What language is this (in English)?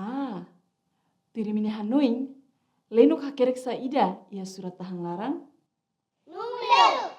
Tetum